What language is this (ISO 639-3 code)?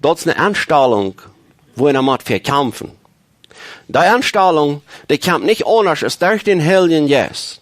pdt